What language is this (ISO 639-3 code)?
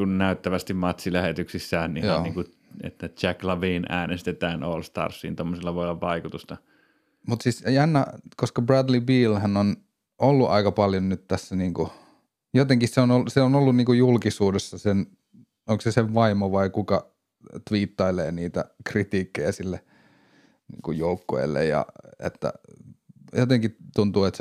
fin